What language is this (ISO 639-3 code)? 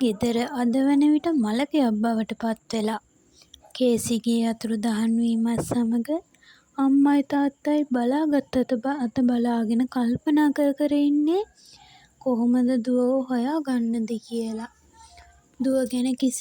sin